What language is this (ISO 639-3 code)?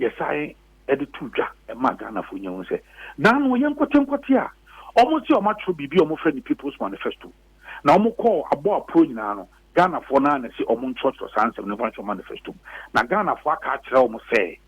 aka